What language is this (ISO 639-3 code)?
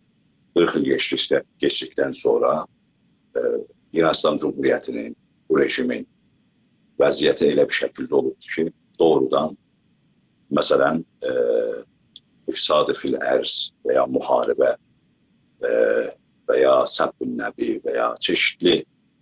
azb